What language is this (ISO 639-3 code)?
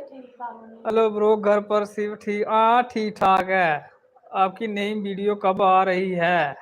doi